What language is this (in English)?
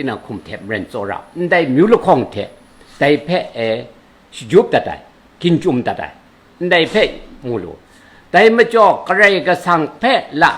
Kachin